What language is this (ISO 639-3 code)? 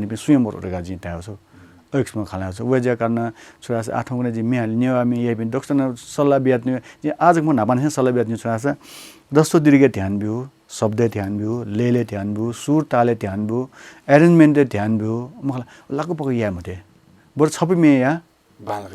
new